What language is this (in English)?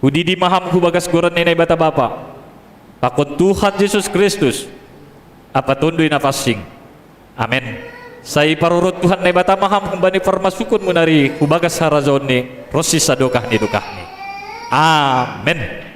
Batak Simalungun